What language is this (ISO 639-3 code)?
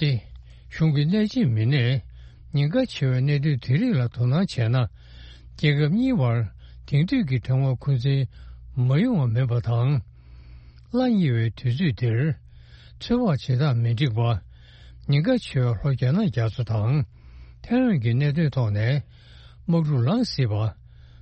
bod